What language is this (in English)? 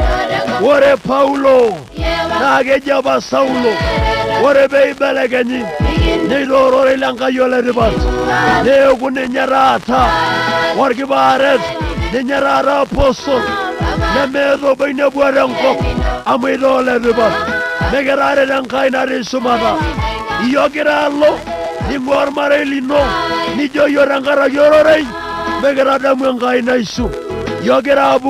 Masai